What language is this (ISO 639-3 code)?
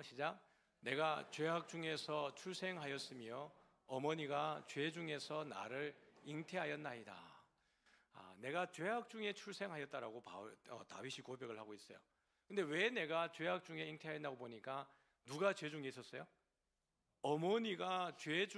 kor